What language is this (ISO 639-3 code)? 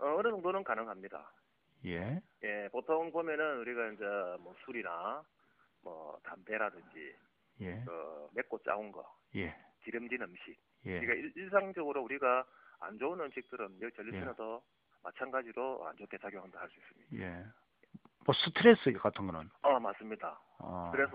kor